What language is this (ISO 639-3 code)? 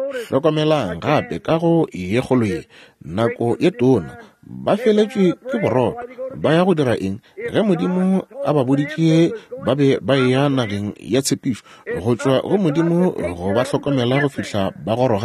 nso